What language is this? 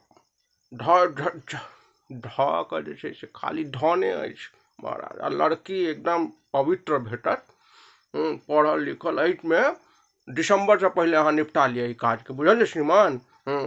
Maithili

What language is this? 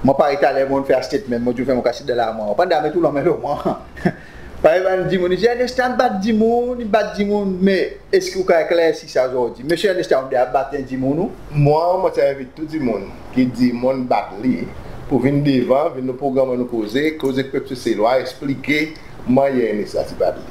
Seselwa Creole French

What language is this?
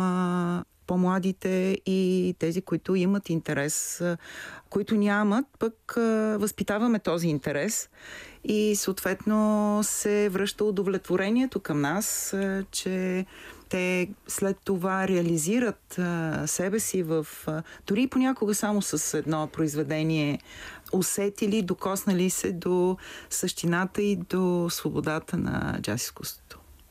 Bulgarian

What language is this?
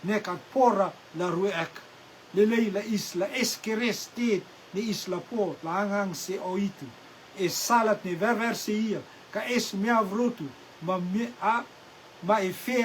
Rotuman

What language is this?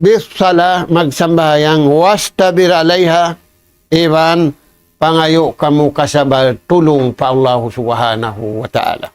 Tausug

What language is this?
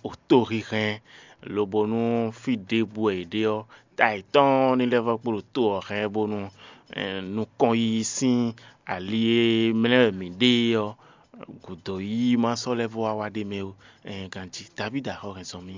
Fon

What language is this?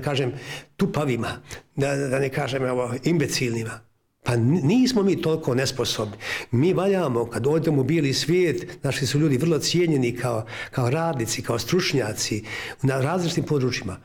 Bosnian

